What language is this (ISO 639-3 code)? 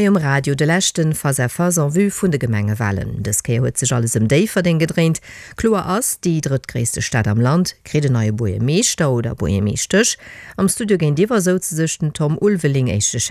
ltz